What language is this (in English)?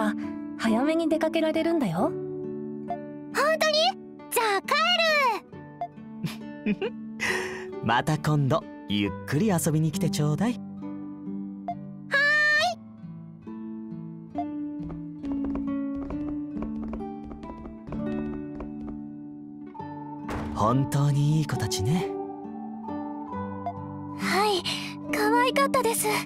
Japanese